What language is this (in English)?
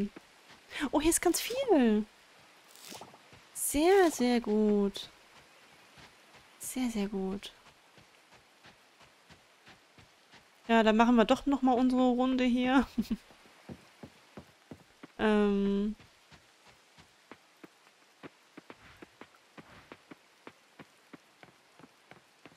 German